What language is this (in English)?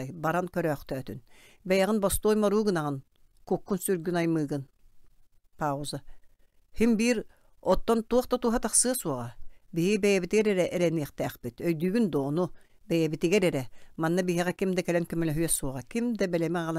Yakut